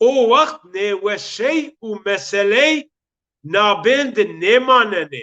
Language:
Zaza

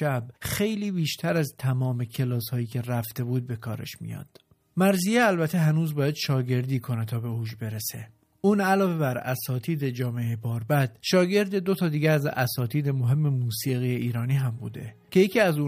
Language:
Persian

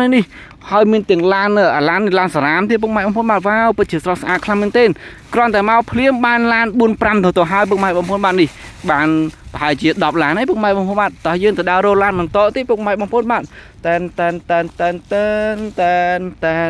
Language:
Khmer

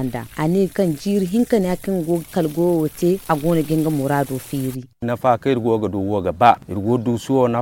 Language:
Zarma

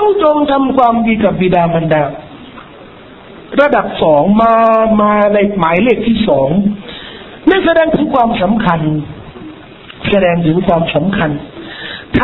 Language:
Thai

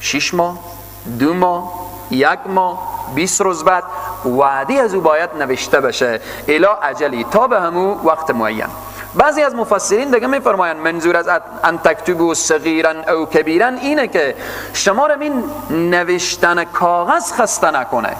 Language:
Persian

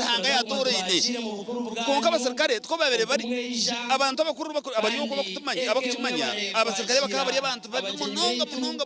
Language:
Nyankole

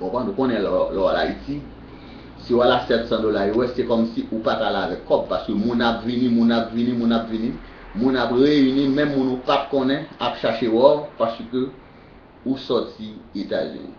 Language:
Haitian Creole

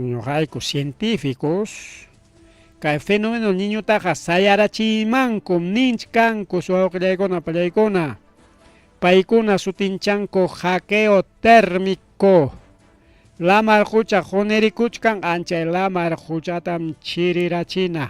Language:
Ayacucho Quechua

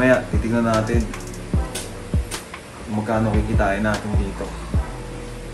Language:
Filipino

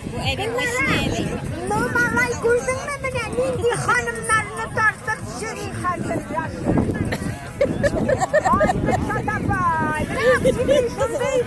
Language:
Tatar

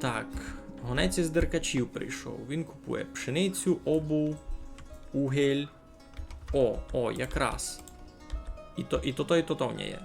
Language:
Rusyn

